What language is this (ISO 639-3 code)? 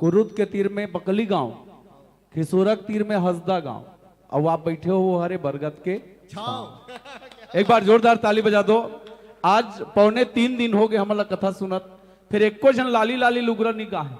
hne